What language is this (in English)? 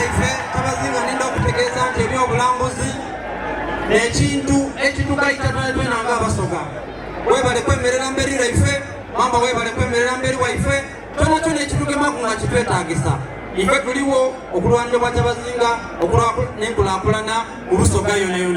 Soga